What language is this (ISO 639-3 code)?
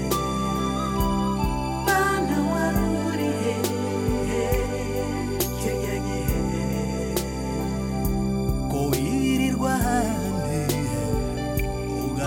kin